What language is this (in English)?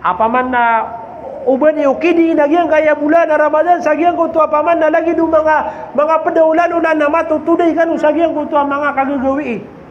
Maranao